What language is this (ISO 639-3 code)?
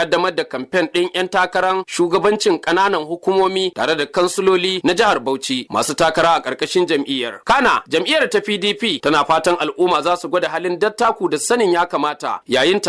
hau